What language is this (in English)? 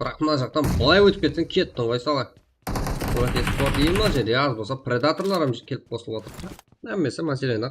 Kara-Kalpak